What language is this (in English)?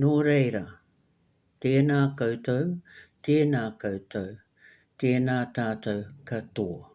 Māori